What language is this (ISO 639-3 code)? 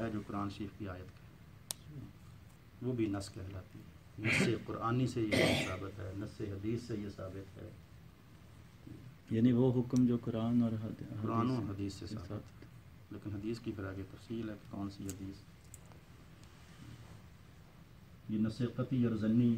urd